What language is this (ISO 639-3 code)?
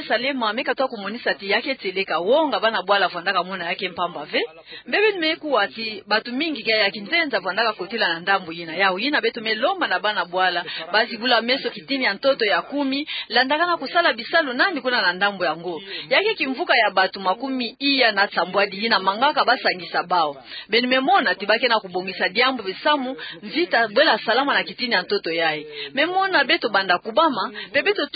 ktu